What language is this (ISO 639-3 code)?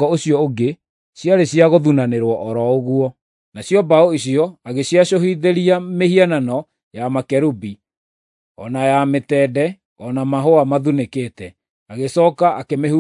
kik